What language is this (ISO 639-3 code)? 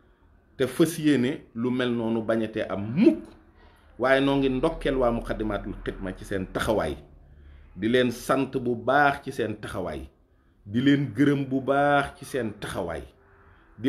wol